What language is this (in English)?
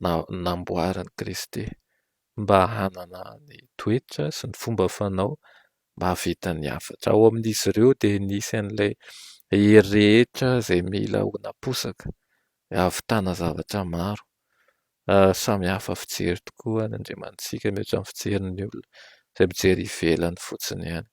Malagasy